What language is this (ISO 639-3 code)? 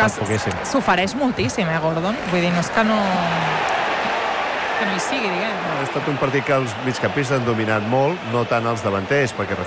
cat